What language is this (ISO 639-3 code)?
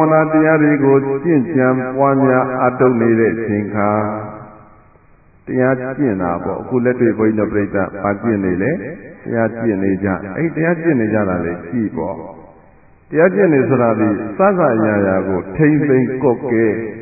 mya